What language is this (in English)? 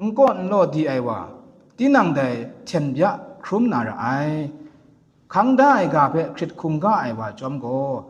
Kachin